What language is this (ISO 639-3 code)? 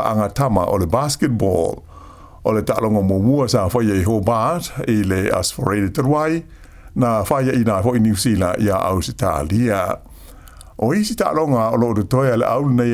smo